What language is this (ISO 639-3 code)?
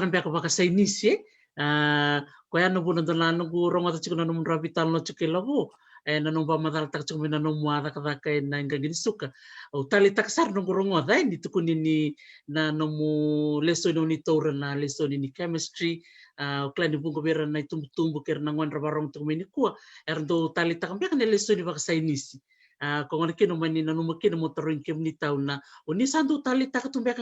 fij